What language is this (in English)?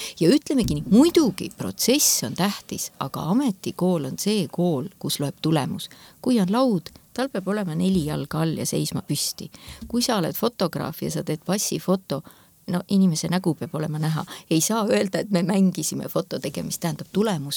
Estonian